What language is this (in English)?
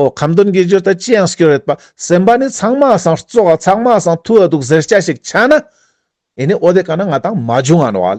Ladakhi